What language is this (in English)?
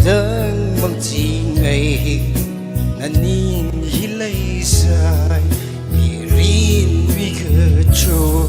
Tangkhul Naga (India)